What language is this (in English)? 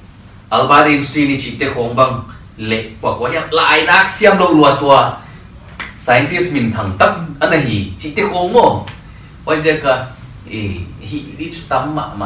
Paite Chin